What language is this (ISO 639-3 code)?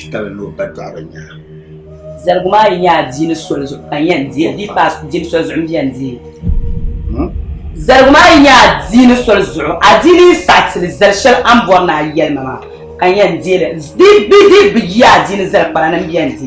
dag